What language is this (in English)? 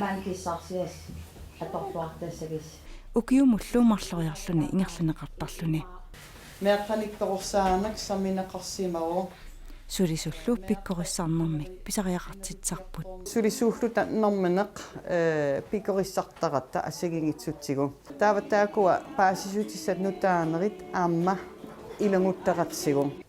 Kalaallisut